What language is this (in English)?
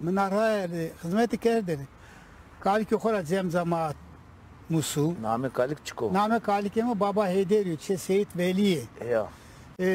Zaza